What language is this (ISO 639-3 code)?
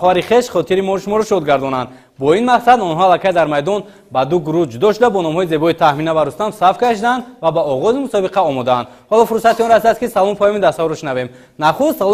tgk